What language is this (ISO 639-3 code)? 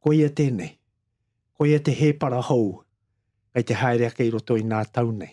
mri